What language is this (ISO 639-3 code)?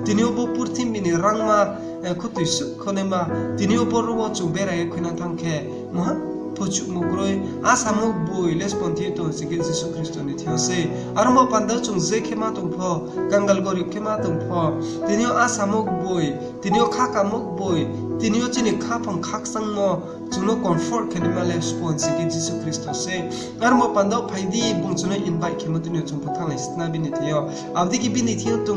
ria